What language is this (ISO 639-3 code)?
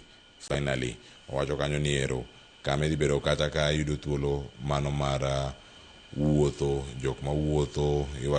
luo